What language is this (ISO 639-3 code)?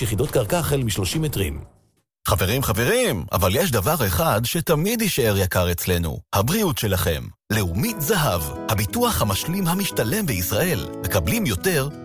heb